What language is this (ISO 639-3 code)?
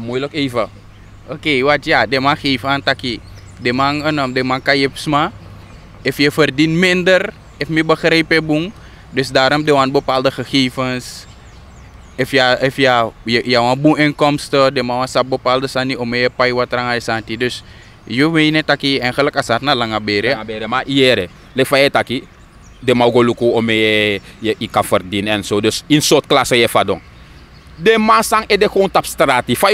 srn